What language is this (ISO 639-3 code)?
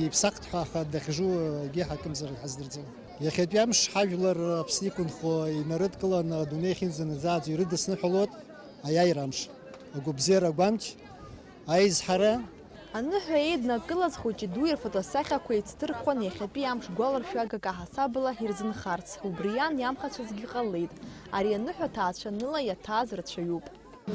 abk